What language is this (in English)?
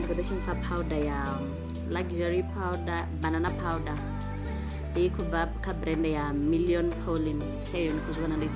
Venda